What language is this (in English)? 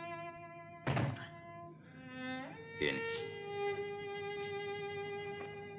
Italian